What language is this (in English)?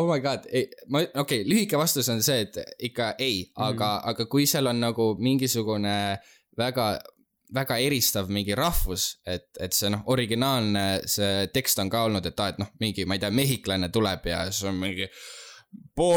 Estonian